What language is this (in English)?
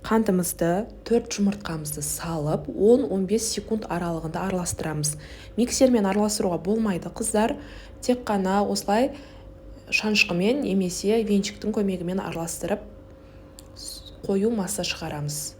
Kazakh